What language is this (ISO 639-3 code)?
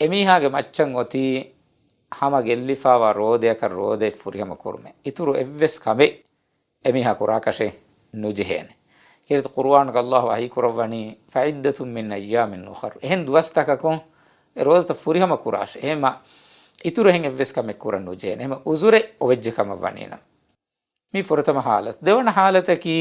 div